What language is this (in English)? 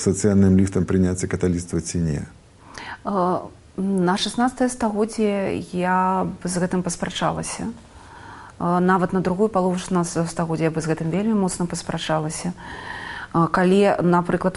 Belarusian